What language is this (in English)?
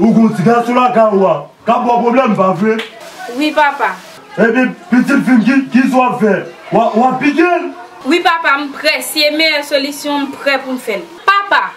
Haitian Creole